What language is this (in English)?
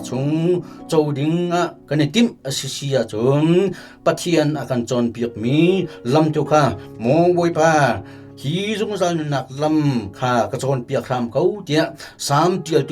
Hakha Chin